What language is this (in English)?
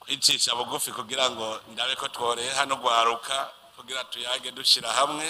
Rundi